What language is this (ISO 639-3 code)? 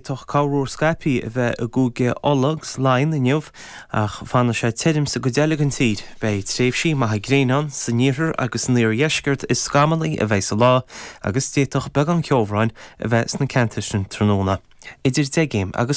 gle